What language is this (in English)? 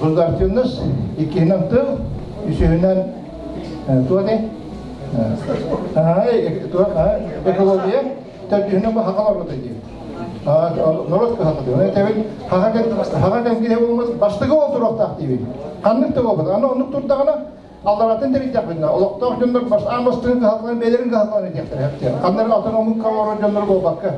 Yakut